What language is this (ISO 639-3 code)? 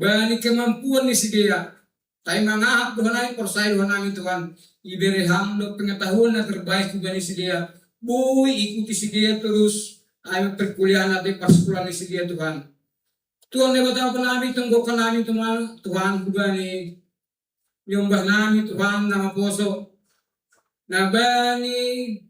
bts